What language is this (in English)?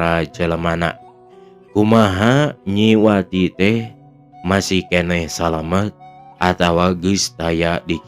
Sundanese